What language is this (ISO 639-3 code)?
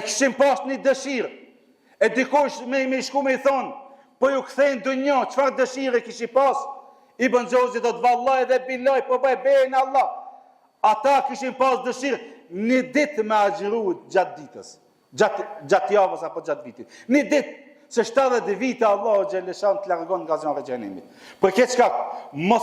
sqi